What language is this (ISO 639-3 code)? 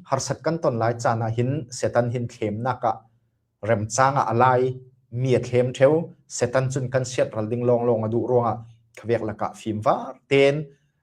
cfm